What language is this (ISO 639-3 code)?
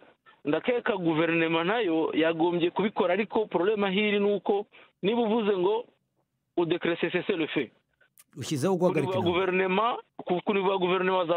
kin